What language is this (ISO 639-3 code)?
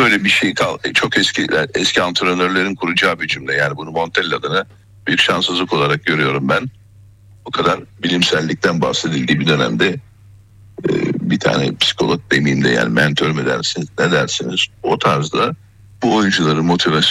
tur